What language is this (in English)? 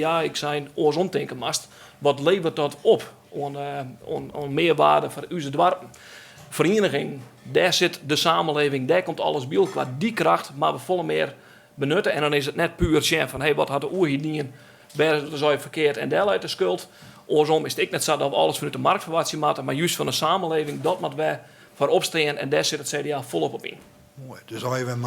Western Frisian